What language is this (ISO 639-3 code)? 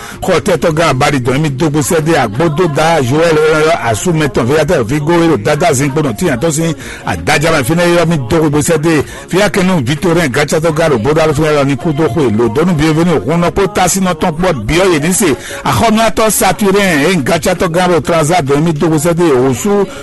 fon